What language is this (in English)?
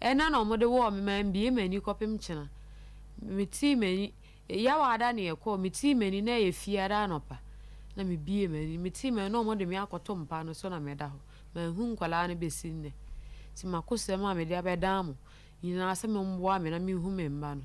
Akan